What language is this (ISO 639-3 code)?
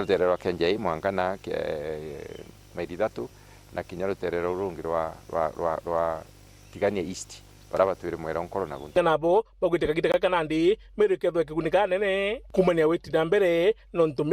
mer